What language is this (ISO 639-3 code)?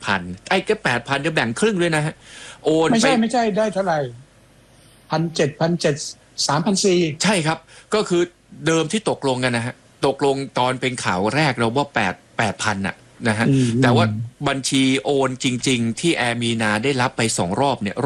tha